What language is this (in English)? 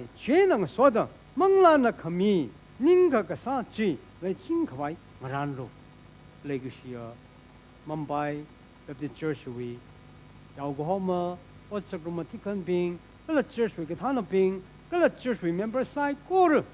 Tangkhul Naga (India)